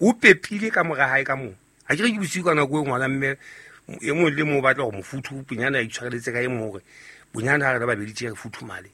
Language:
Southern Sotho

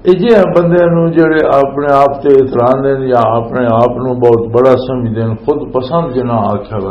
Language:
Western Panjabi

